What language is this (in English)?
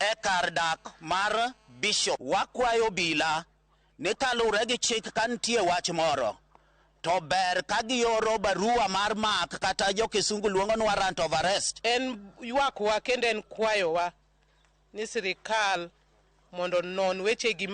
Luo (Kenya and Tanzania)